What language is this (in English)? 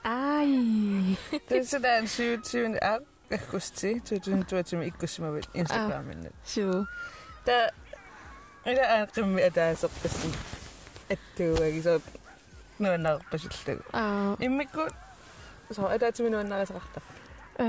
Kalaallisut